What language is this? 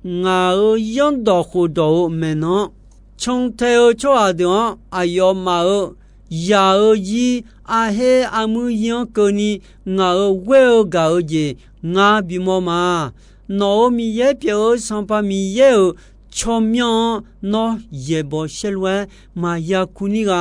Akha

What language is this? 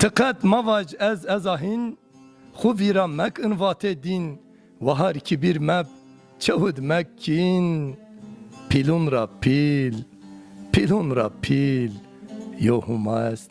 Zaza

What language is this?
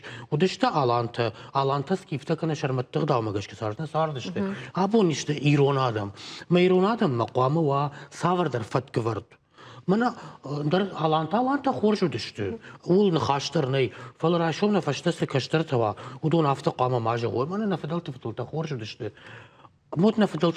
Ossetic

